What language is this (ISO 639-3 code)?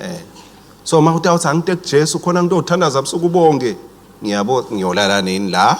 ssw